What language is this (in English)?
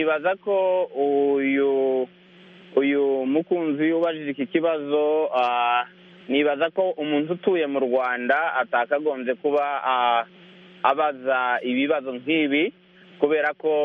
Kinyarwanda